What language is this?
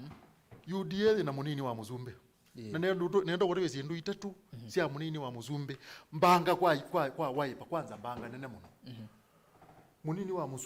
Kamba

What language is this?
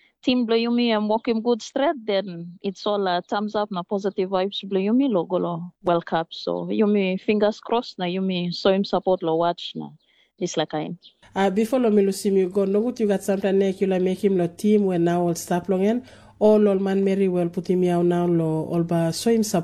Tok Pisin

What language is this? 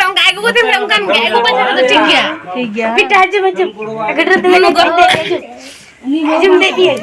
Santali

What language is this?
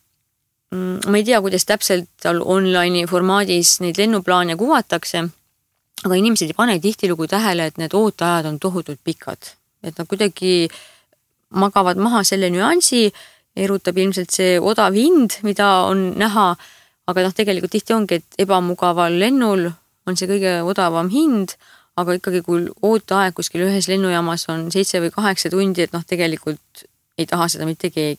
Estonian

